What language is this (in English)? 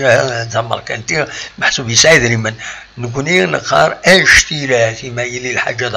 Kabyle